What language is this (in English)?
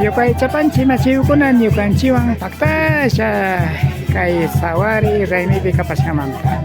Imbabura Highland Quichua